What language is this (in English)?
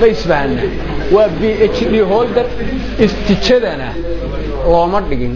Somali